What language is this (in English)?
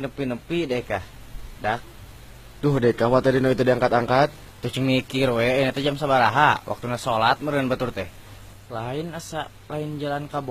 Sundanese